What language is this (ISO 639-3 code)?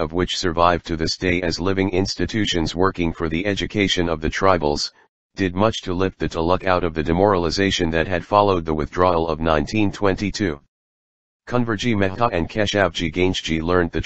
eng